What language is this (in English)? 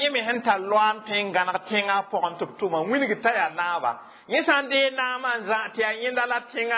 Mossi